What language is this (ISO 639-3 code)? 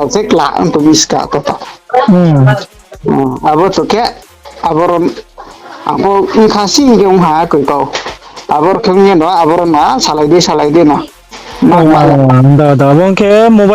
ria